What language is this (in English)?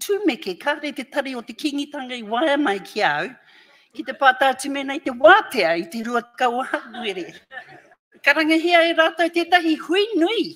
Māori